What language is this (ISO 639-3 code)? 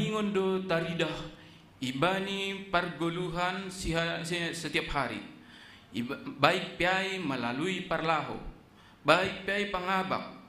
bts